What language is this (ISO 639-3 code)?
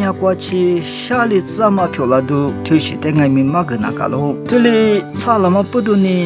lis